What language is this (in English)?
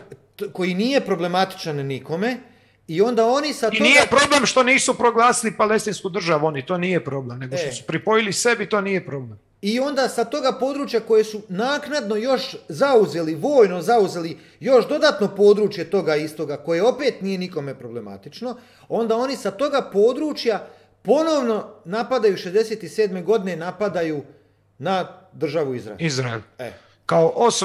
Croatian